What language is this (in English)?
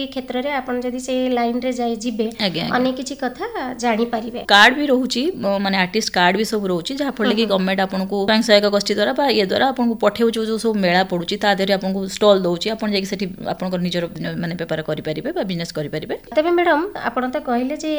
Odia